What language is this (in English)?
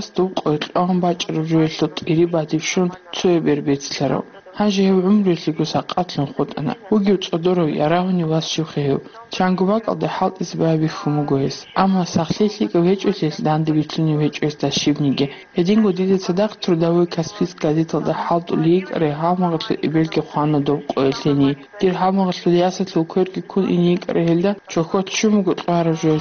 Avaric